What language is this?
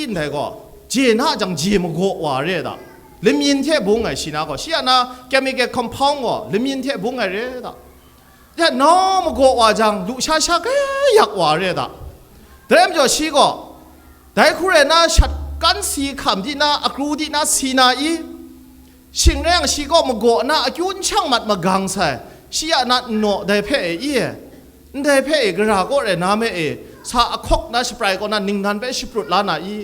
Kachin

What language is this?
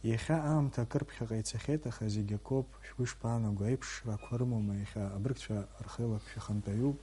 Abkhazian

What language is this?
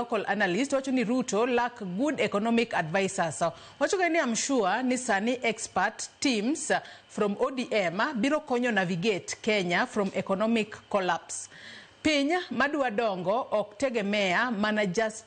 Luo (Kenya and Tanzania)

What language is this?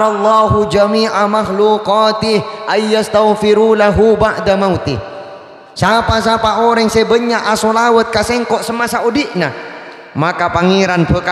Madurese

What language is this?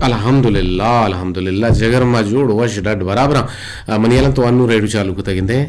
Eastern Balochi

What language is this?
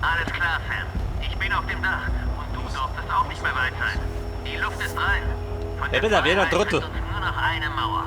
Bavarian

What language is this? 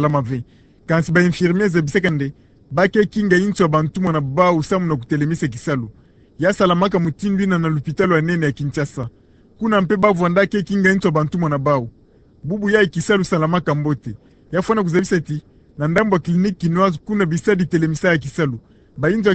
Kituba (Democratic Republic of Congo)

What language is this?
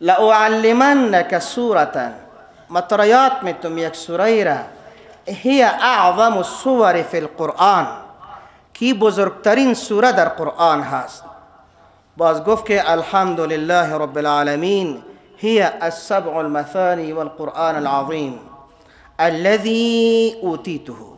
Persian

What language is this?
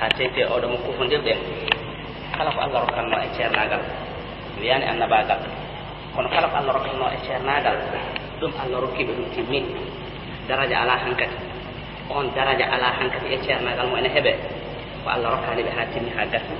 Fula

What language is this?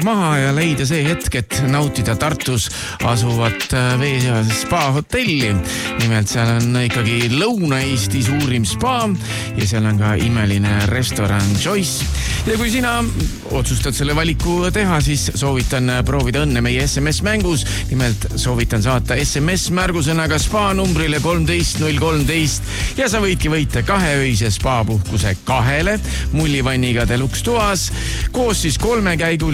Estonian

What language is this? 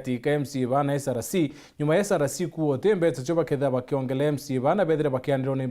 Meru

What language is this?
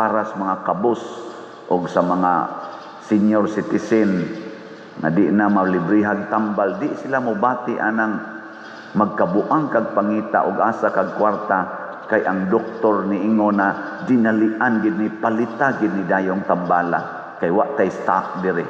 Cebuano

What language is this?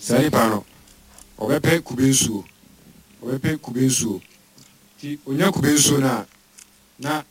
Akan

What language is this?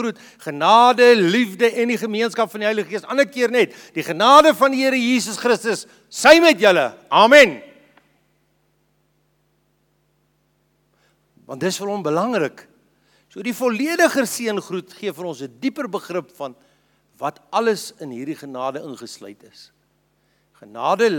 Afrikaans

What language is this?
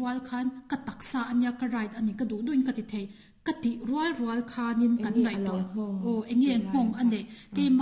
Mizo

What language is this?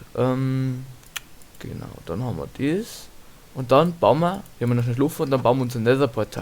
Bavarian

